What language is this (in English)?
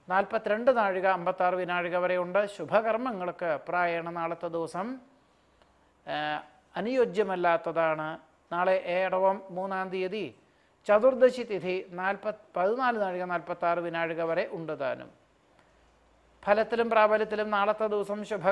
Malayalam